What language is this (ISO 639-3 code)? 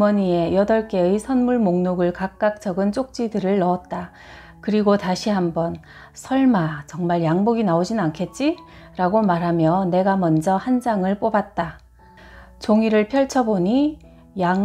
kor